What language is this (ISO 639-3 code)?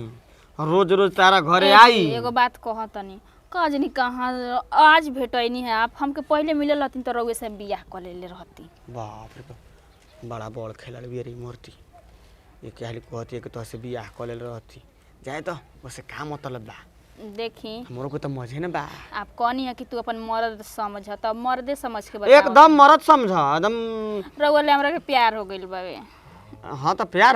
bho